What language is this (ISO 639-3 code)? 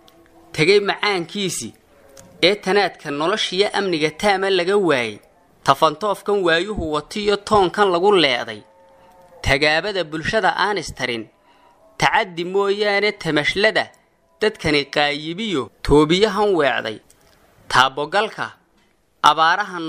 som